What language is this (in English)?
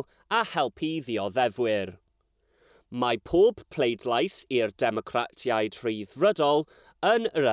Welsh